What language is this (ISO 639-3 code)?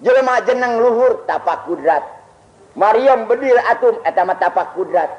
sun